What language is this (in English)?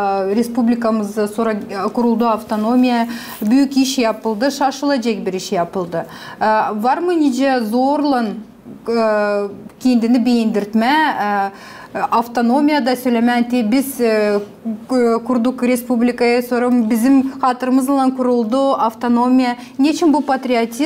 Gagauz